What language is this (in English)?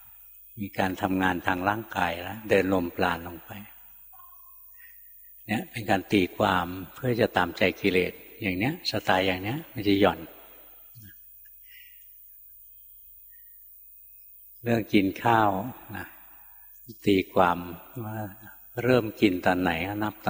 Thai